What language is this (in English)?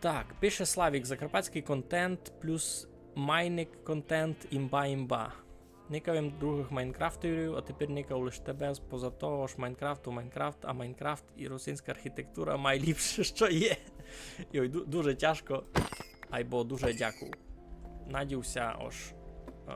Rusyn